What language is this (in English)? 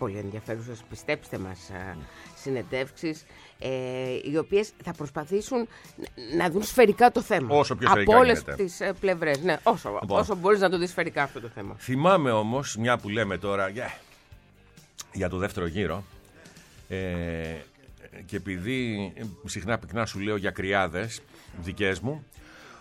Greek